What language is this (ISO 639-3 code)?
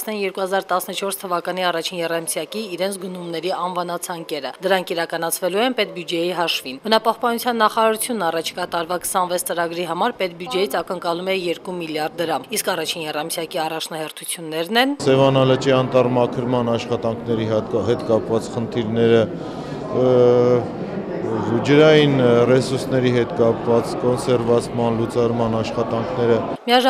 hye